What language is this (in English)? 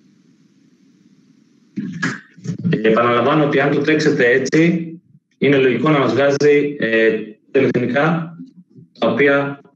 Greek